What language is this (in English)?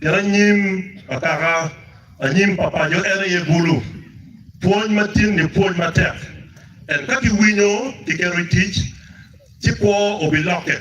Acoli